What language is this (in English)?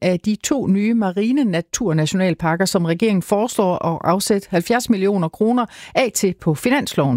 Danish